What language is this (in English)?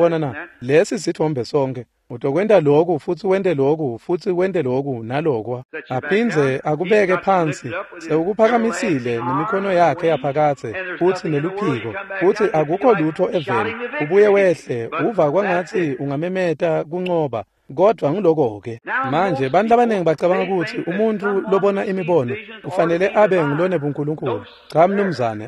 Swati